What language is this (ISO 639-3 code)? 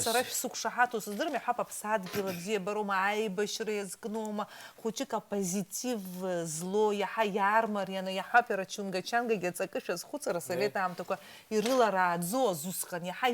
abk